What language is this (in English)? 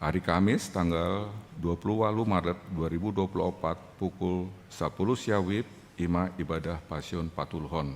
Batak Toba